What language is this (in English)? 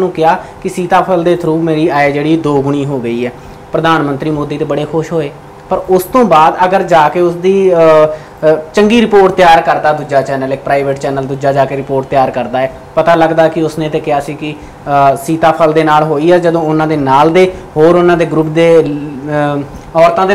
Punjabi